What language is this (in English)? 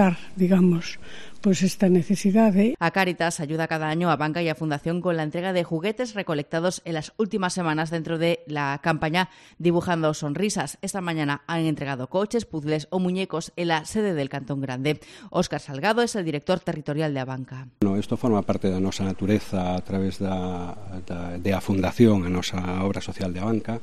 Galician